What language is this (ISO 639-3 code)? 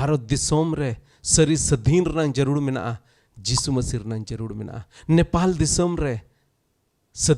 sat